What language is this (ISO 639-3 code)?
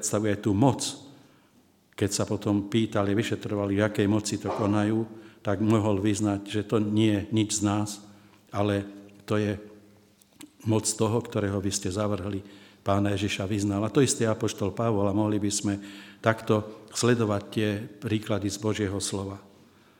slk